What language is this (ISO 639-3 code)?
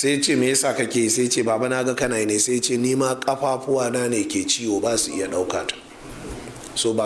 hau